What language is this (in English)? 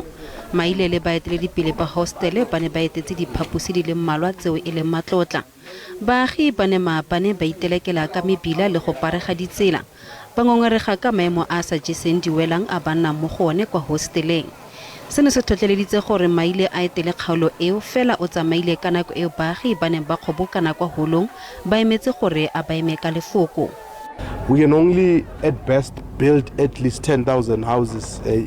Tswana